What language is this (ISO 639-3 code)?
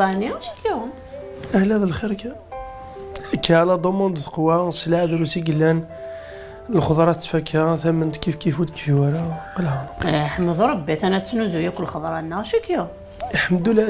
kab